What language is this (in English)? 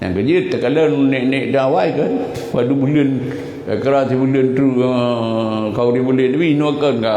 Achinese